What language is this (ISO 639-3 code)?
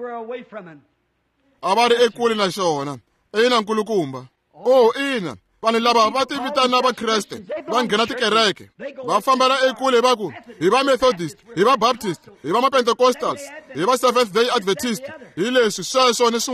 tso